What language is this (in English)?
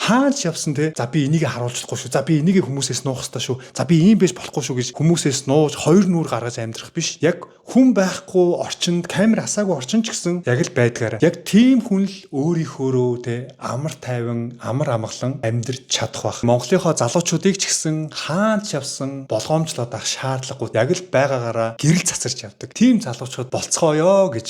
Mongolian